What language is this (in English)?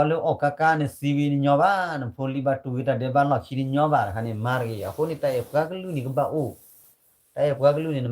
S'gaw Karen